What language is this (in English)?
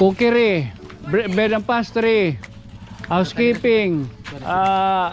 Waray